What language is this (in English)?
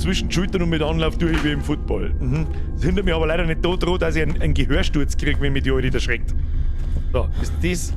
Bavarian